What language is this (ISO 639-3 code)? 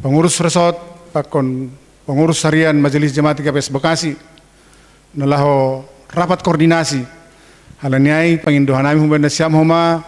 bts